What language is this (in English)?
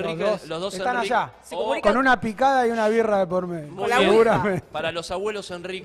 Spanish